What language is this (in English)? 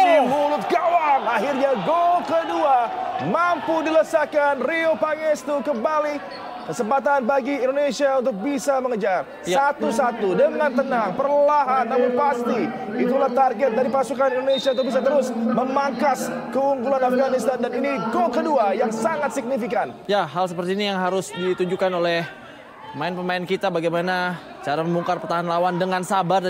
Indonesian